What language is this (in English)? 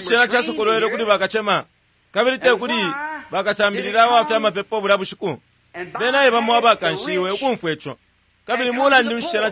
Bemba